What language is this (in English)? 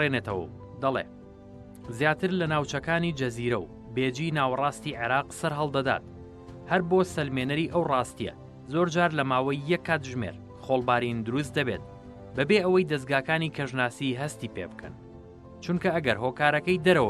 Central Kurdish